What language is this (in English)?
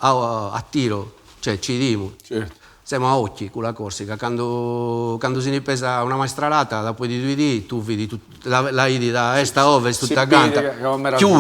Sardinian